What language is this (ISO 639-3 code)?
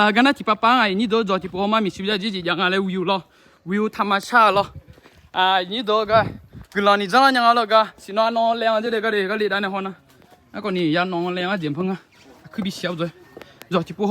ahk